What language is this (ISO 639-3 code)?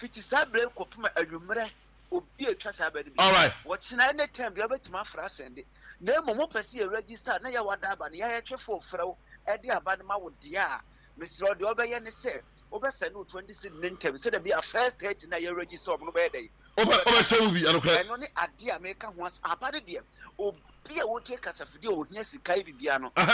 aka